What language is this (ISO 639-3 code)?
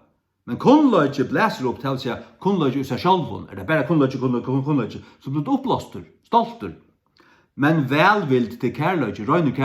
fao